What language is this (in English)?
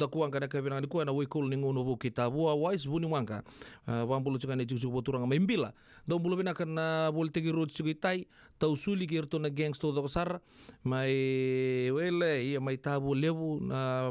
Fijian